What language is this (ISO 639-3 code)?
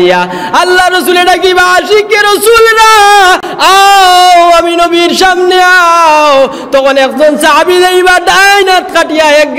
syl